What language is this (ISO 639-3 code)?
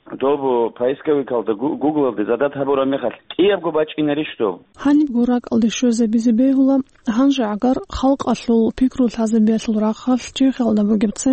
ava